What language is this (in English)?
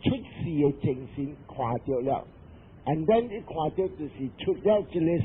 Min Nan Chinese